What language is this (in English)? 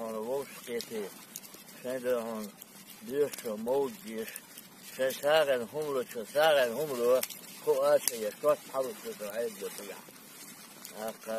Chechen